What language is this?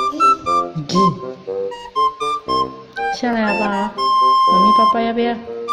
Chinese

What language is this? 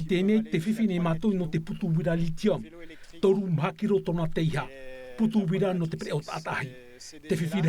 Tahitian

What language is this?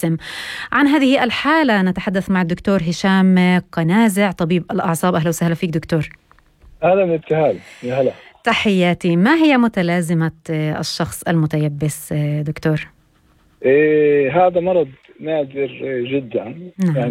North Levantine Arabic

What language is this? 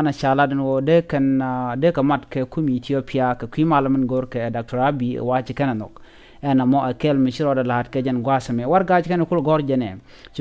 Nuer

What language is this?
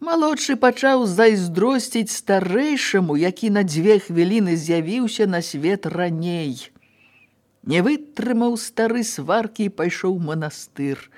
Belarusian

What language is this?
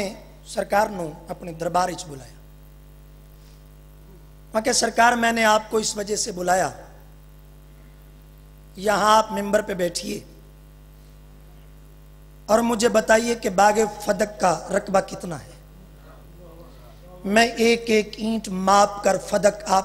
Urdu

